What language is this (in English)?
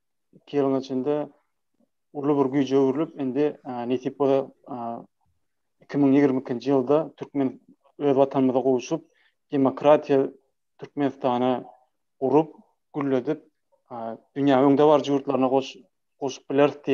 Turkmen